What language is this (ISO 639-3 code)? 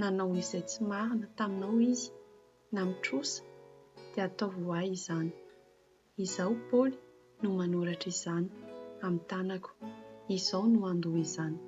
mlg